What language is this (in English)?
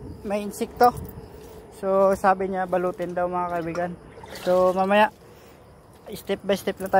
Filipino